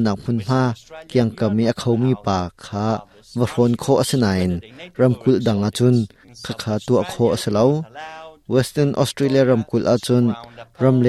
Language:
Hakha Chin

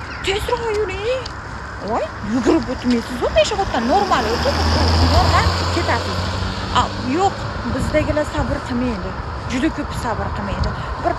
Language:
Uzbek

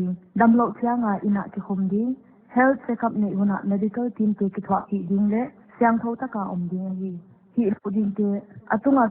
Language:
Paite Chin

